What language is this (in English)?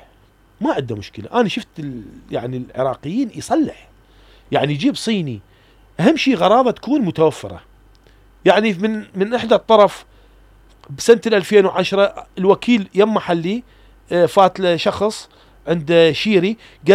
Mesopotamian Arabic